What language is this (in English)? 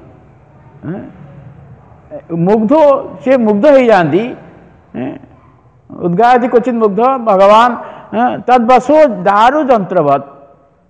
Odia